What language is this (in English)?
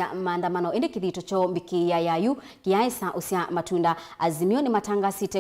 Kamba